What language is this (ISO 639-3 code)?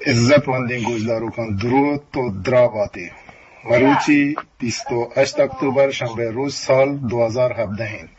bgp